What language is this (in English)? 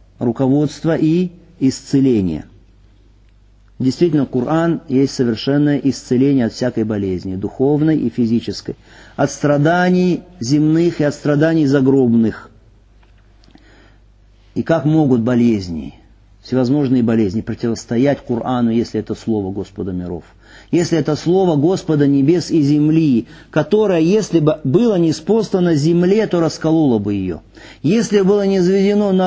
Russian